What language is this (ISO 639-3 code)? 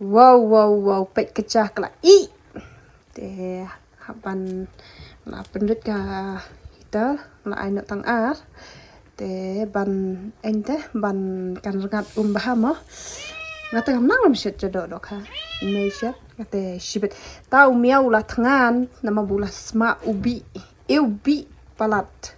kha